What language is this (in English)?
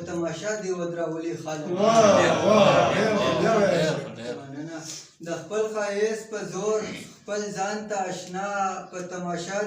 Pashto